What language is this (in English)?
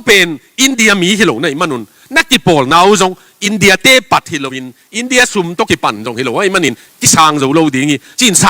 Tedim Chin